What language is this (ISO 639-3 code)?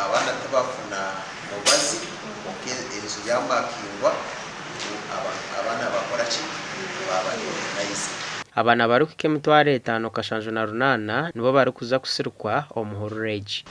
nyn